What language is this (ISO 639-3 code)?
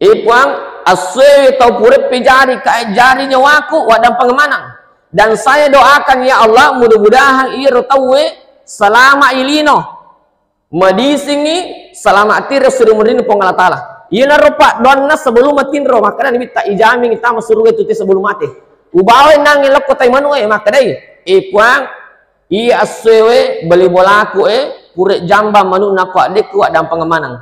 bug